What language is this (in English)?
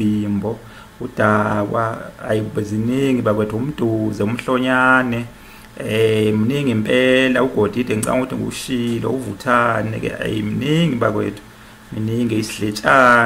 Zulu